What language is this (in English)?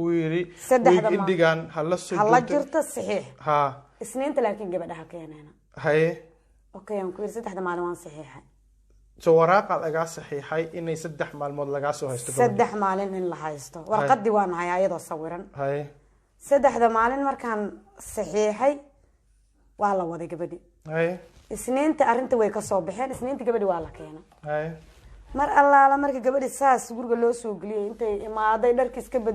Somali